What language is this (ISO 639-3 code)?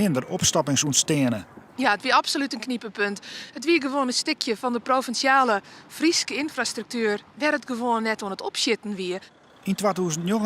fry